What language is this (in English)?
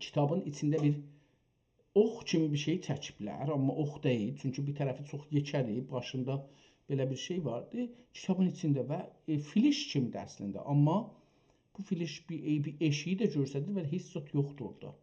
South Azerbaijani